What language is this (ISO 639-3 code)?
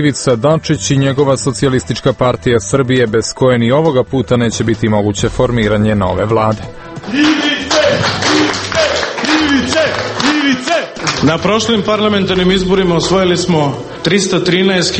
srp